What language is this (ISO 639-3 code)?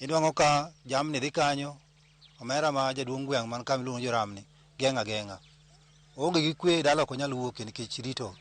luo